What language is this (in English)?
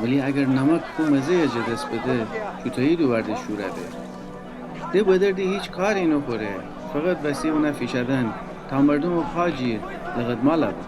Gilaki